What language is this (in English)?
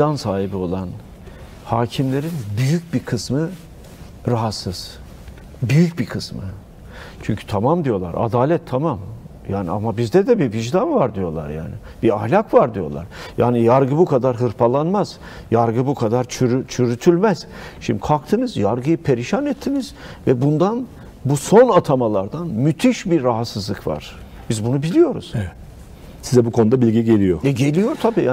Turkish